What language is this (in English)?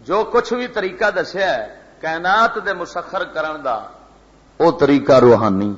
Western Panjabi